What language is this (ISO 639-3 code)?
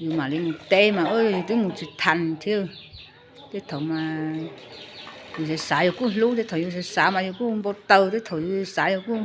hmn